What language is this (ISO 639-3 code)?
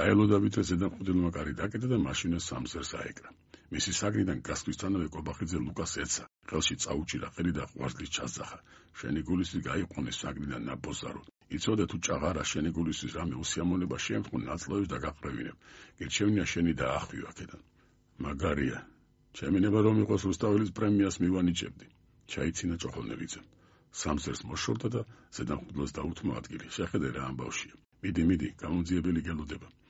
kat